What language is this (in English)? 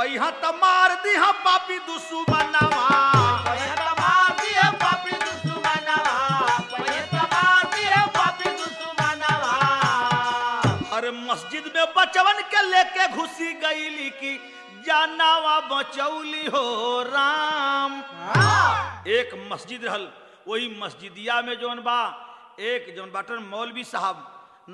Bhojpuri